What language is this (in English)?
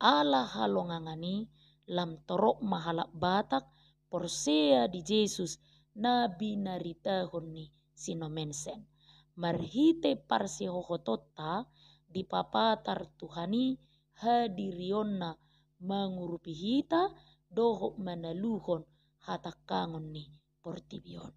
Batak Toba